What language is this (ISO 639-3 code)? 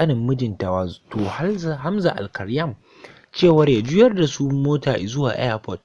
hau